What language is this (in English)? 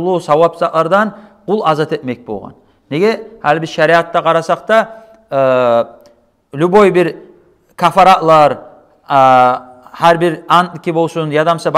Kumyk